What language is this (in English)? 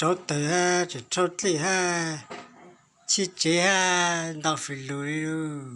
Hmong